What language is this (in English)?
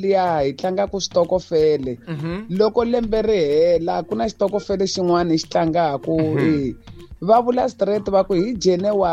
Tsonga